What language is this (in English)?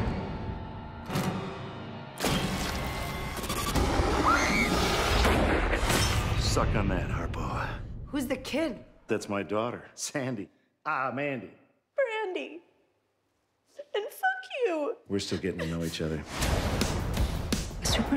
English